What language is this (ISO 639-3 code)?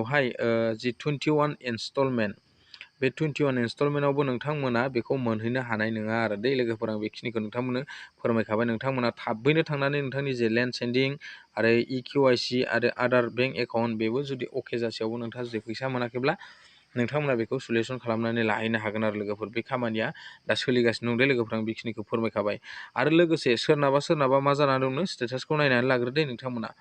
brx